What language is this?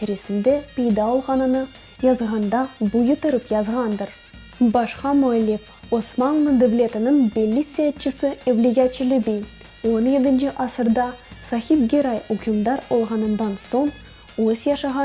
Crimean Tatar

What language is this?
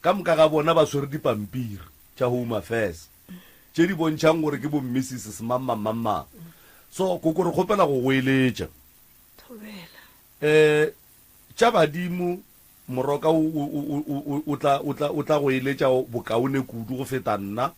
Northern Sotho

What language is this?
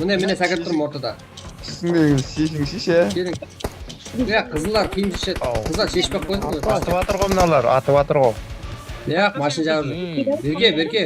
Kara-Kalpak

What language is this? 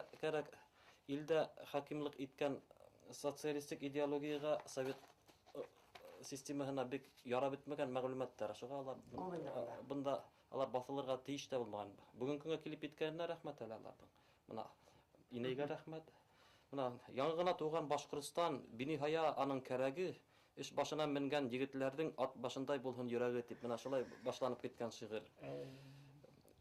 Bashkir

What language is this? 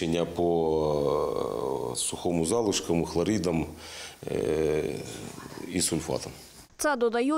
Ukrainian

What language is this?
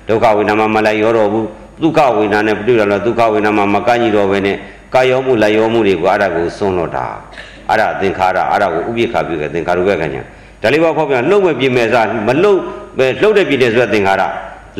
Burmese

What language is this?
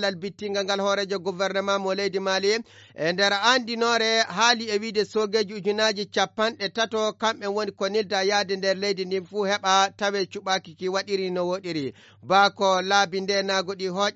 Fula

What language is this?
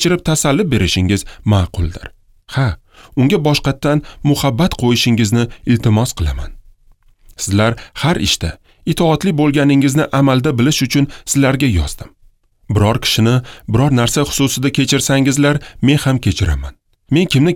Uzbek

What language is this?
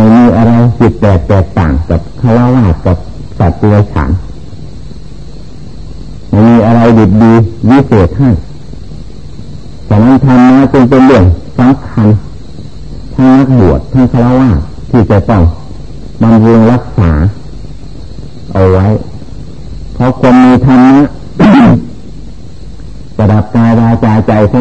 Thai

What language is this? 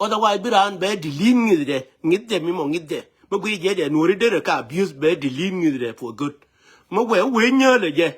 Nuer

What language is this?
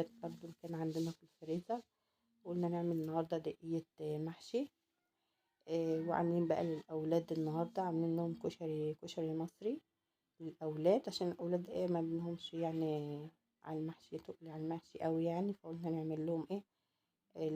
Egyptian Arabic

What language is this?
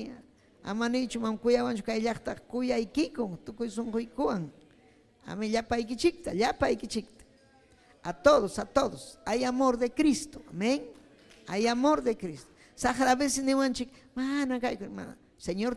Ayacucho Quechua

